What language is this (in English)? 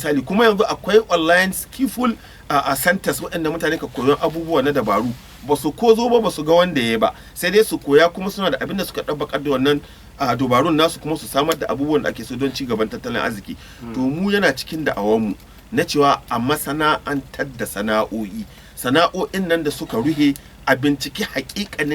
Hausa